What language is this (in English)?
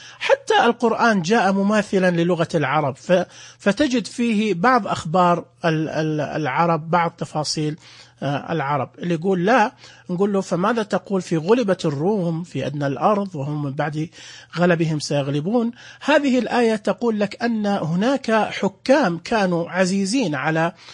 Najdi Arabic